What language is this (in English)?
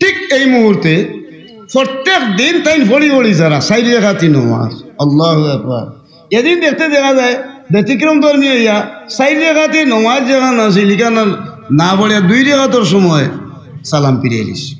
Sylheti